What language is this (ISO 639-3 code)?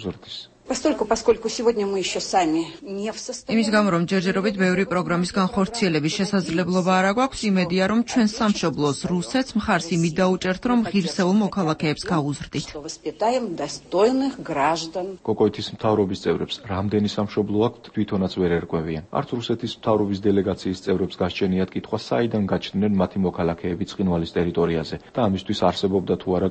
kat